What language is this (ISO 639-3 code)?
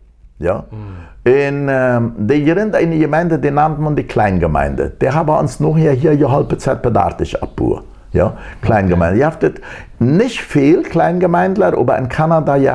pdt